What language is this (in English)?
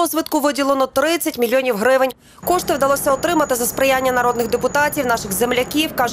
Ukrainian